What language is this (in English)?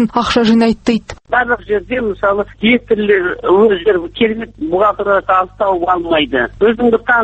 Kazakh